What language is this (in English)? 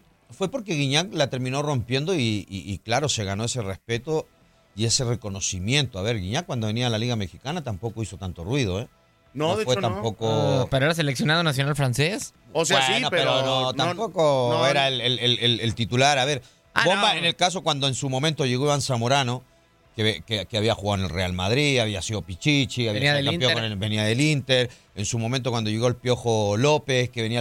Spanish